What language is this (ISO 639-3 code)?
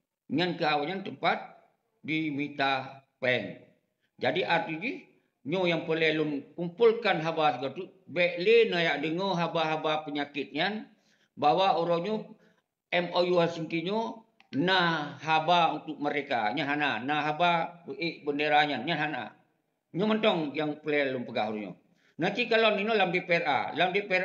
ace